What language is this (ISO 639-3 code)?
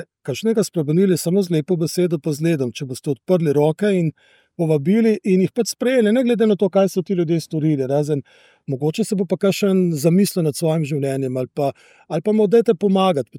slv